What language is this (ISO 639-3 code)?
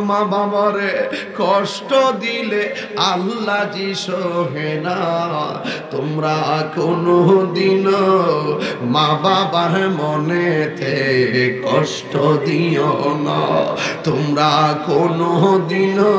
syl